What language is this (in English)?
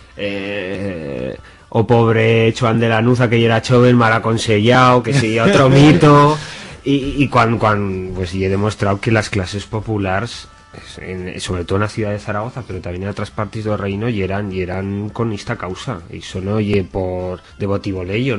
Aragonese